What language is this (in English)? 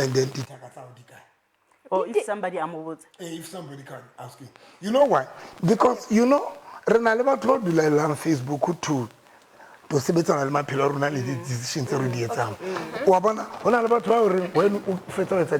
Southern Sotho